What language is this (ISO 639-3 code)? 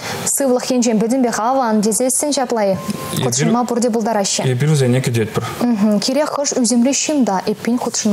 chv